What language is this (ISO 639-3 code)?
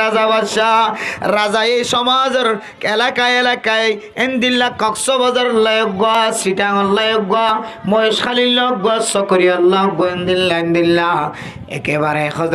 rhg